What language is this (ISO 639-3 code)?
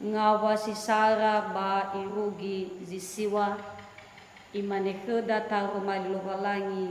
nia